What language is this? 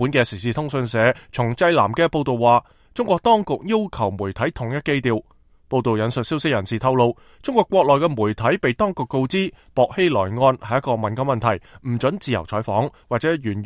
Cantonese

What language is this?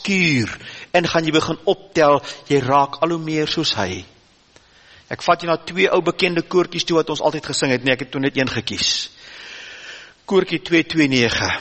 Afrikaans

